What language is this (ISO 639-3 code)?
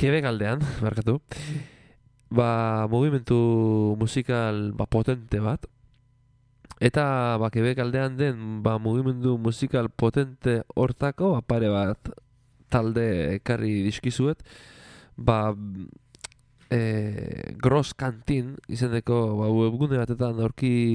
eus